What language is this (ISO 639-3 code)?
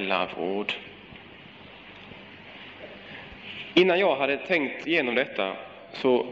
swe